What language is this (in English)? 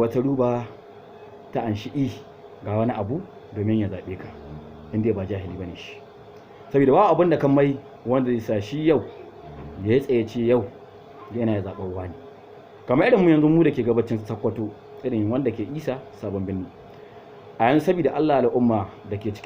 Hausa